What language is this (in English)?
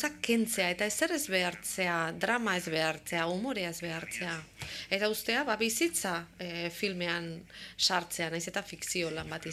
Basque